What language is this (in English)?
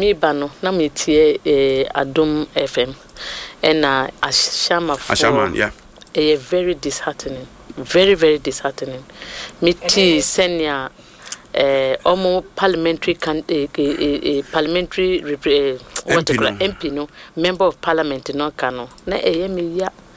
Akan